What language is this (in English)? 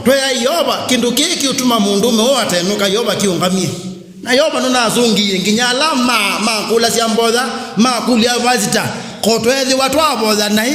Kamba